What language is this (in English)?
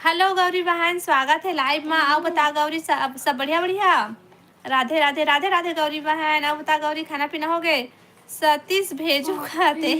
Chhattisgarhi